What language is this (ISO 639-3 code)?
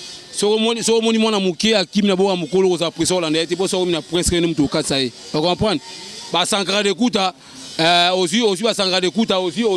lin